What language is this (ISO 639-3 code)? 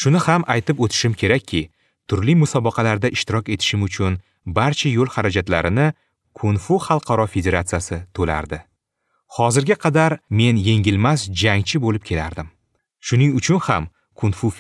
uzb